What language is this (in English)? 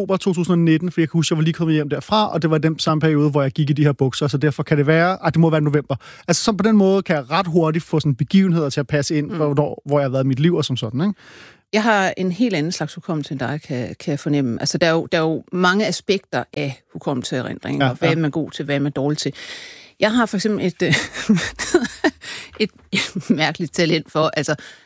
Danish